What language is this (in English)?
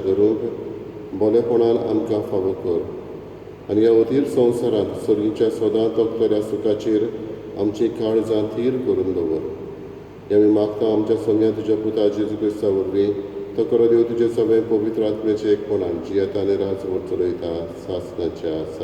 Konkani